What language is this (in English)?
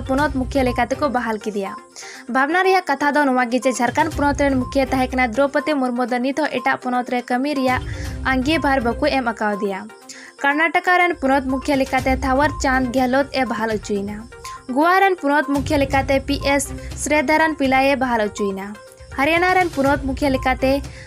Santali